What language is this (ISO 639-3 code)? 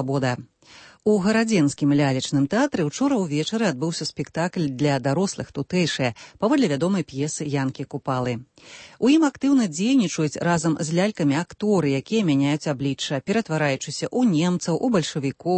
bel